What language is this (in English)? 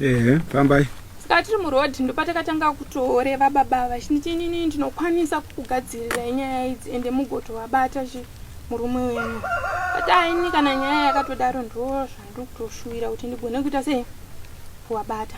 Shona